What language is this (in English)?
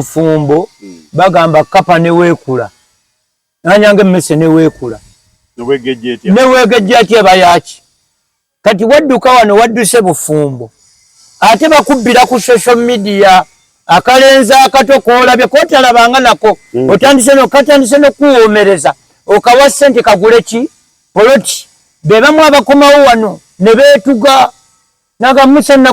Ganda